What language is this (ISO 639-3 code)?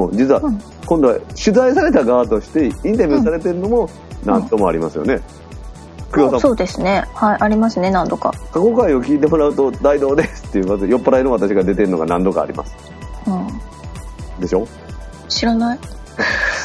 jpn